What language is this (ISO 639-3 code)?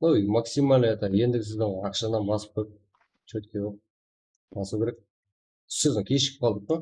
kaa